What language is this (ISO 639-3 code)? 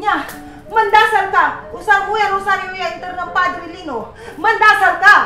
pag